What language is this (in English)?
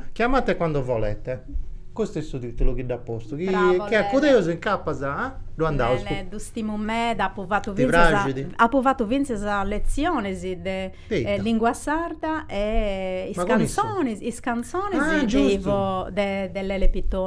Sardinian